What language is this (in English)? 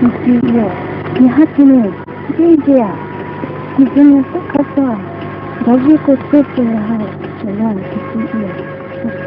Poumei Naga